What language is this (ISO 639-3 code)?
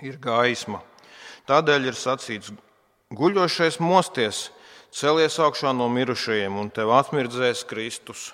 lav